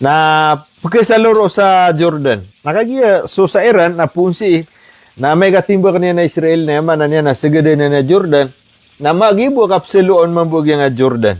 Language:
Maranao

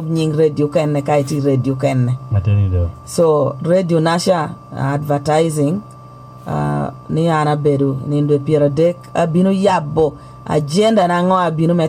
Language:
Lango (Uganda)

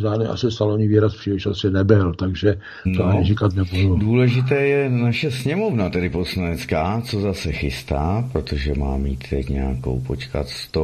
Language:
Czech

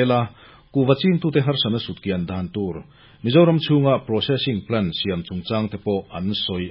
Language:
Mizo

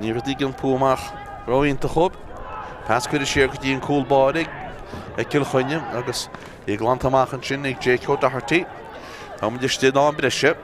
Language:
Irish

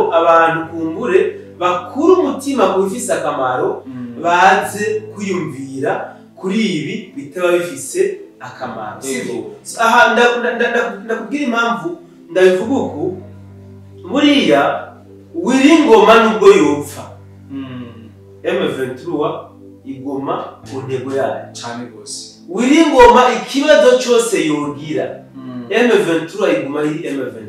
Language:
Rundi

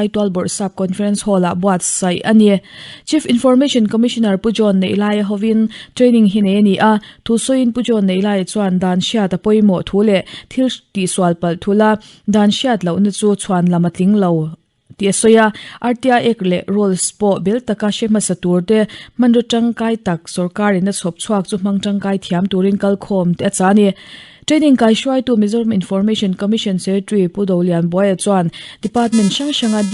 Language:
Mizo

